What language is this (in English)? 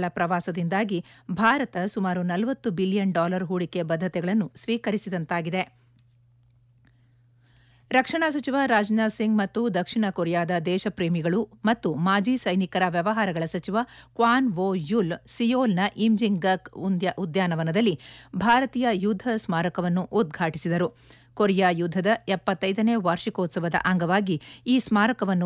Kannada